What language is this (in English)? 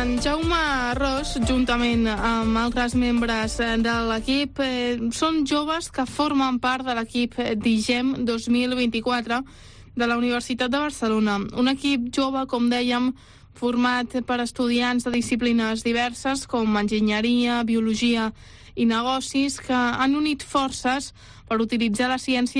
Catalan